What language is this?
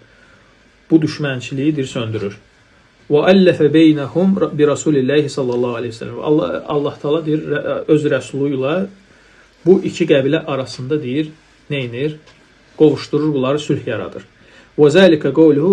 Azerbaijani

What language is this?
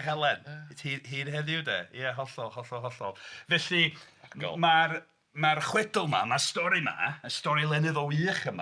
Welsh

